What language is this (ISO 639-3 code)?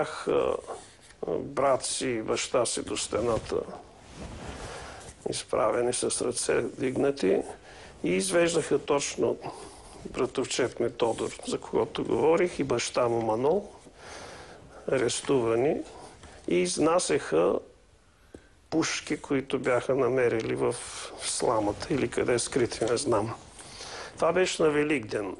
bul